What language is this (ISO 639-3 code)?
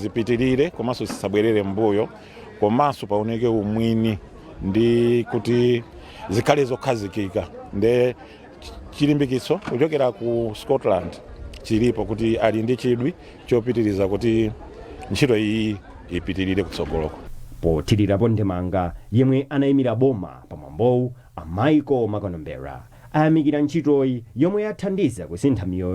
nya